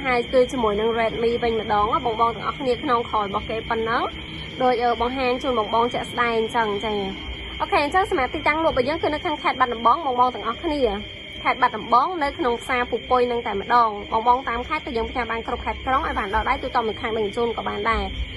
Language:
Khmer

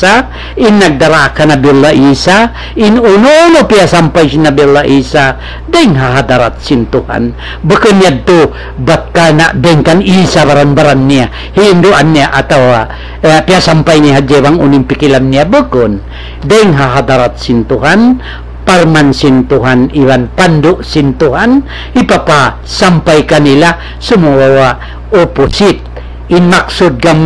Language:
Tausug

